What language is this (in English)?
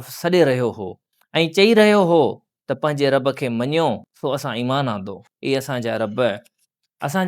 Sindhi